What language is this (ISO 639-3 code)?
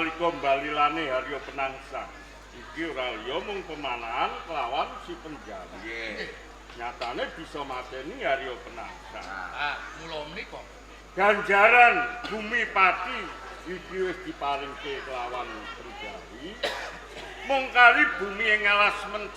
jav